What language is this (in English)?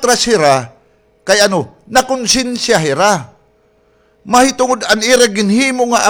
Waray